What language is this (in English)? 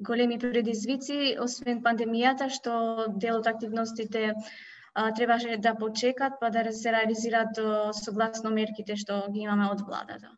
Macedonian